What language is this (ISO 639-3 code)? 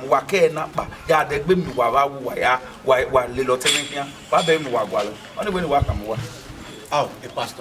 bin